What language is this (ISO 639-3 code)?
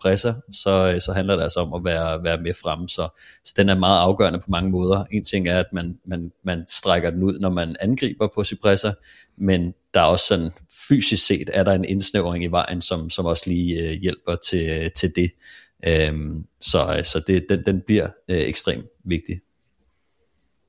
dan